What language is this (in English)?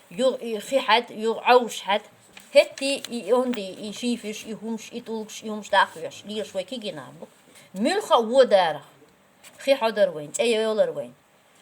Chechen